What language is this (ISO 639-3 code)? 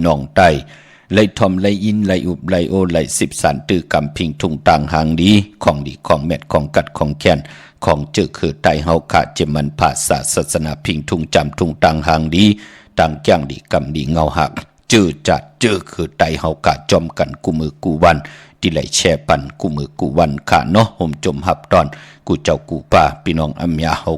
shn